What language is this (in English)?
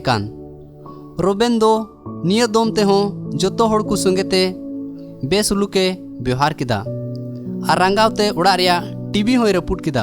Santali